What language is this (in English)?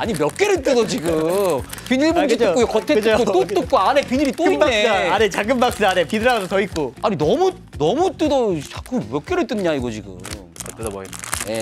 Korean